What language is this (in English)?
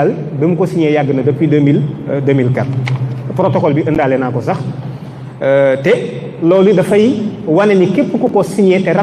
Wolof